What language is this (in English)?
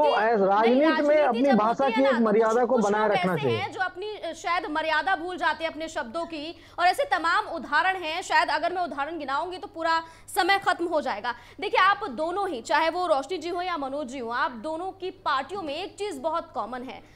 Hindi